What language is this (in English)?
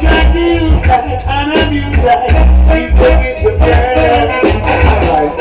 Jamaican Creole English